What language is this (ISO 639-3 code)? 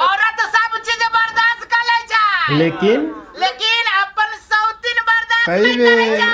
mai